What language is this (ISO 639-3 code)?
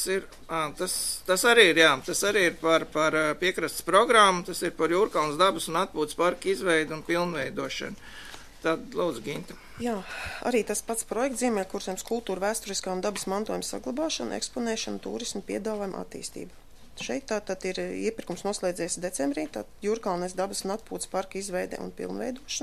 lav